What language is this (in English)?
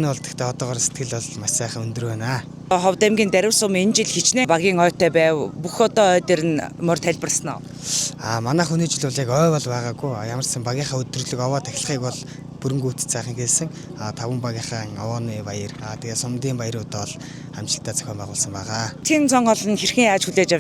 Mongolian